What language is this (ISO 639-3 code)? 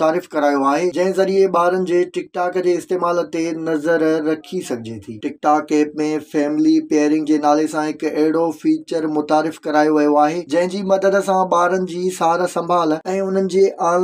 snd